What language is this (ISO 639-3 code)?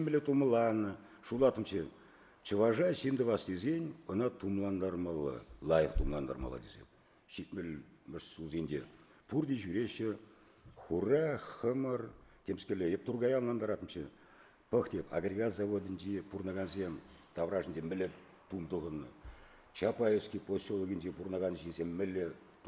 chv